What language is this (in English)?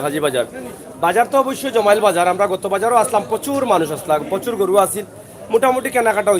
Sylheti